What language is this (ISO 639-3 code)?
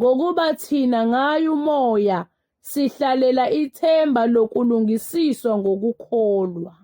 zul